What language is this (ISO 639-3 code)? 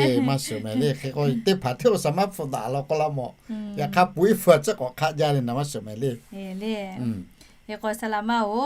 lhu